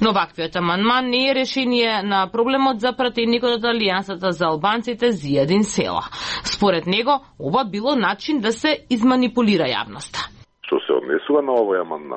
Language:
Macedonian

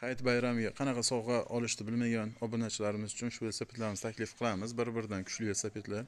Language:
Uzbek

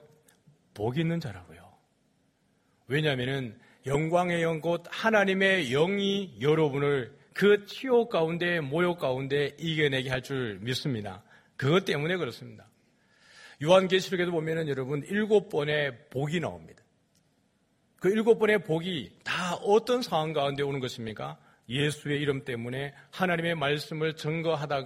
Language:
Korean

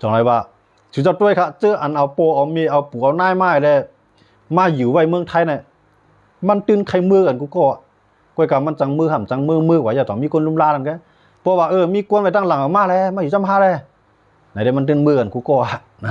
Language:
Shan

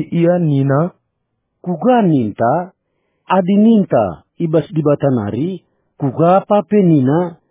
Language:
Batak Karo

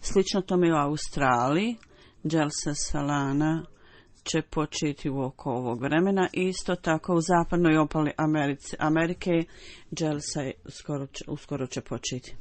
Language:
Bosnian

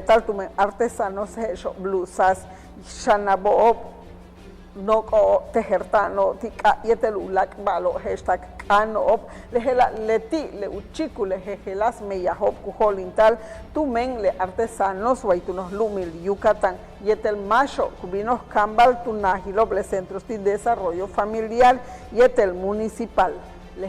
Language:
Yucateco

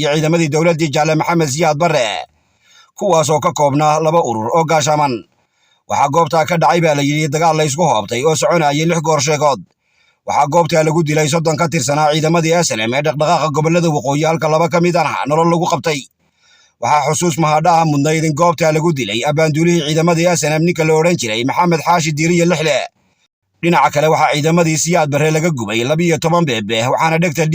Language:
Somali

